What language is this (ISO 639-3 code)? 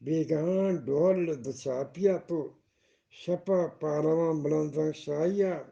bgp